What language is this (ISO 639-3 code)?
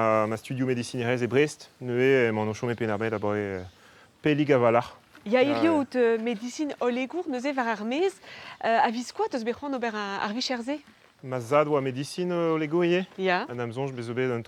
bre